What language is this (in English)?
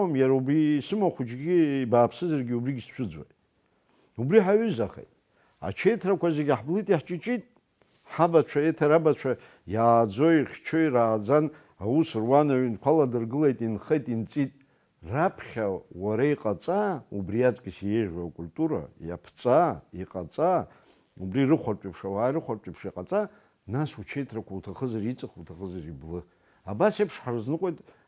Abkhazian